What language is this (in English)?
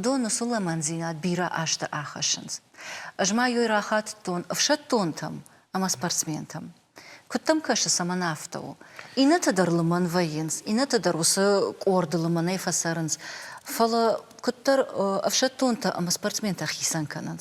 Ossetic